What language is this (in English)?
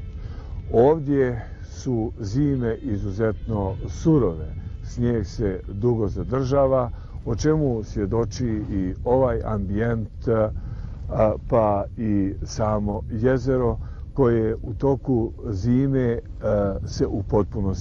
Bosnian